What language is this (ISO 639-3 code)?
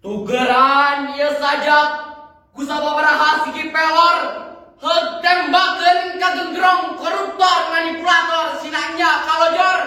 sun